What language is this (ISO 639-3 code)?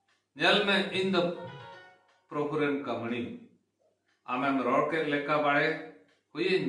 sat